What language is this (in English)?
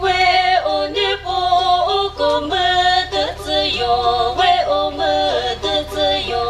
Chokri Naga